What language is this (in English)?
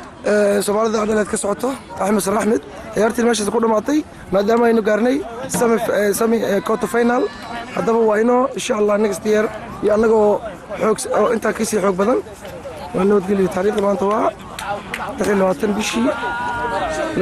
Somali